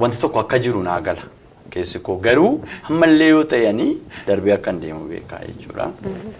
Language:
Oromo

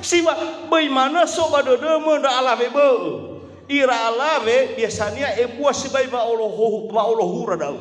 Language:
Nias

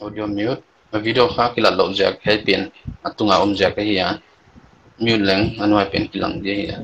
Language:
Paite Chin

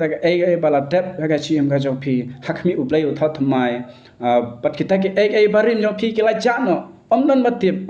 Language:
Khasi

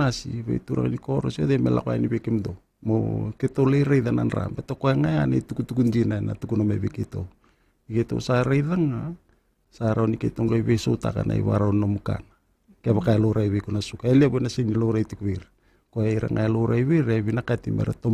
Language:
Fijian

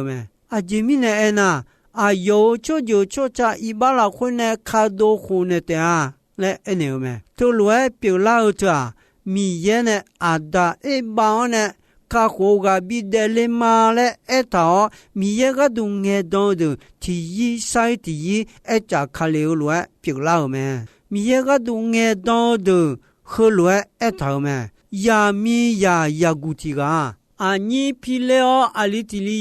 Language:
Akha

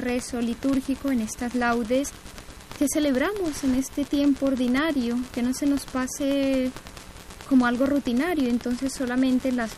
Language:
Spanish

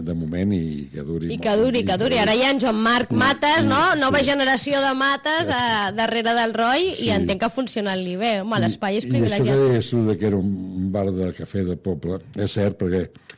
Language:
Catalan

